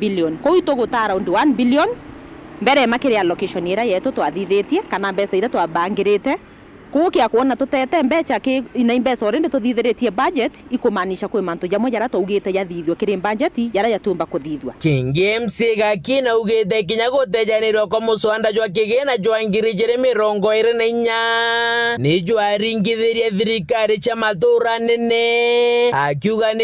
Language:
Meru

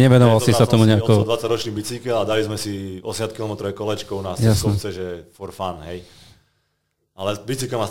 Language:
Slovak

